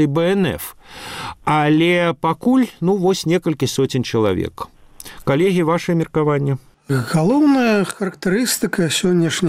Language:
Belarusian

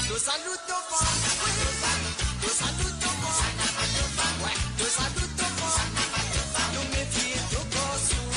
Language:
Morisyen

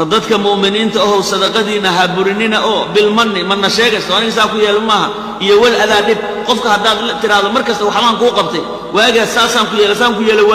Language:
Somali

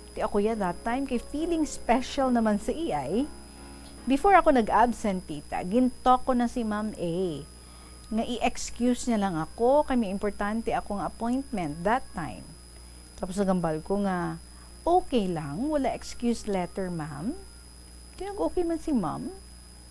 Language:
Hiligaynon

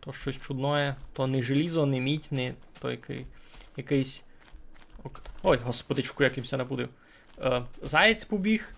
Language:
Rusyn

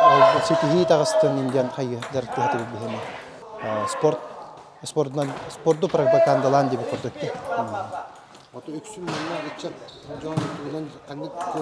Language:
Yakut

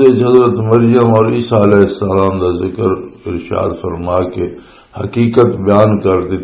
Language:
Western Panjabi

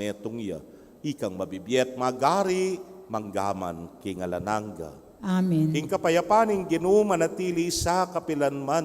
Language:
Pampanga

